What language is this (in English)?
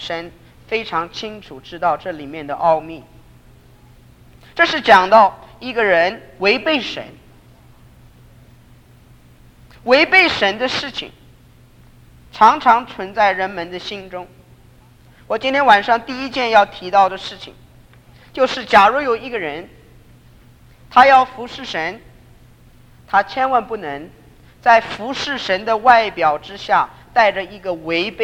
Chinese